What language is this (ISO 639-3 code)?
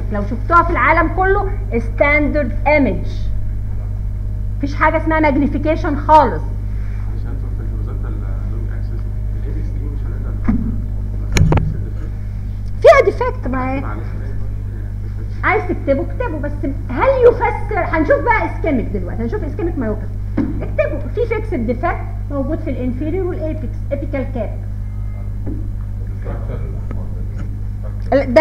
arz